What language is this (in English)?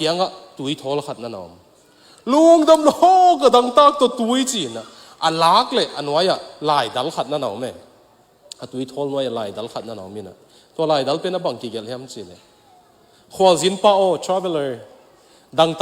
Tedim Chin